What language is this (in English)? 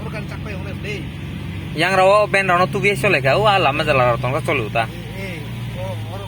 Kok Borok